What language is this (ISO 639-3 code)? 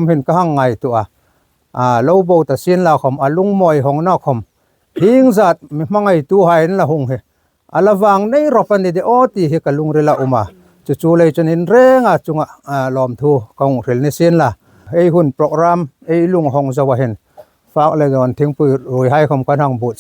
hmr